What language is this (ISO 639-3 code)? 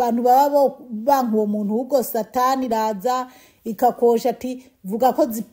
run